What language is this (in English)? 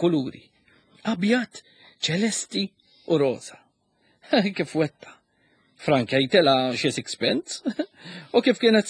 Maltese